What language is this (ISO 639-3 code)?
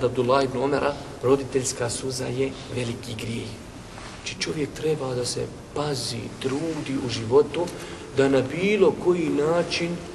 bos